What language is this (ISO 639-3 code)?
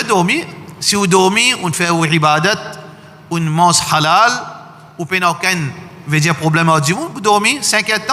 mfe